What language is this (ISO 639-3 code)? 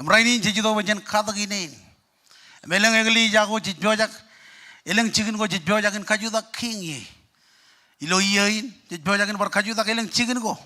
mah